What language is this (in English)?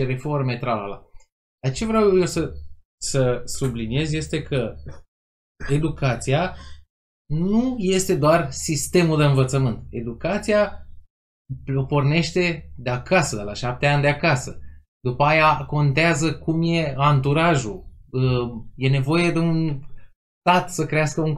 Romanian